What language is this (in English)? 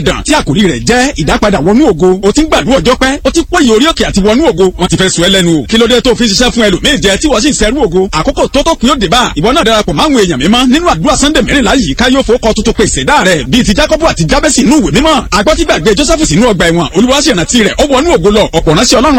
Yoruba